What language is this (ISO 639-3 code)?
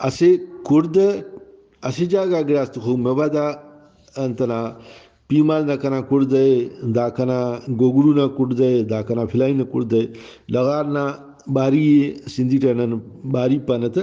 brh